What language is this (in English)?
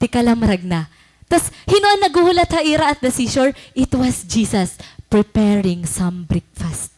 Waray